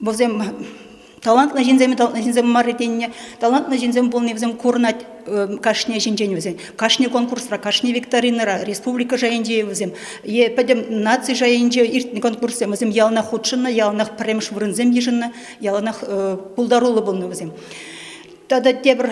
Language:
Chuvash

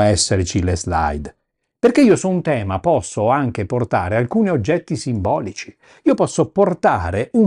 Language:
Italian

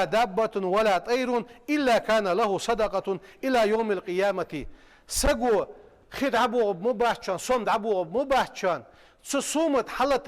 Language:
Ingush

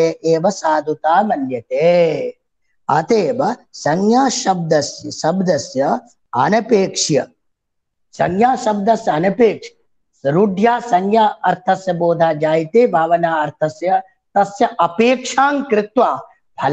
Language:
Sanskrit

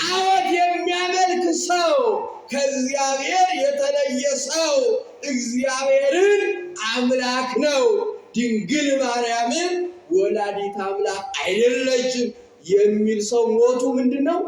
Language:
Amharic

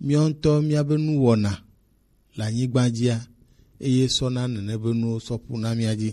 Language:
Gen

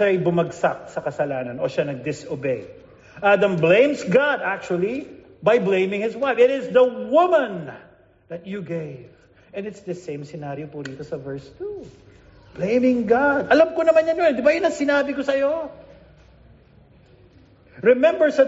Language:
Filipino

